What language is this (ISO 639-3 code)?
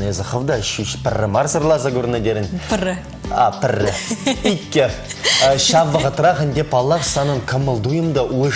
chv